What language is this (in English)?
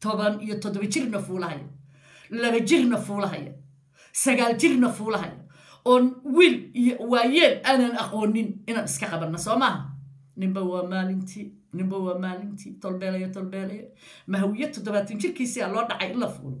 Somali